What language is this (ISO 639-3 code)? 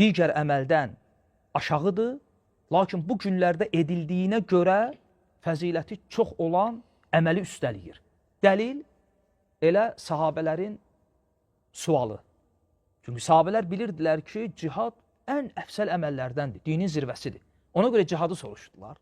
aze